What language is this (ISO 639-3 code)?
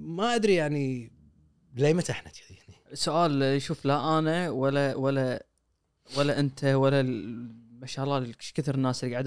afb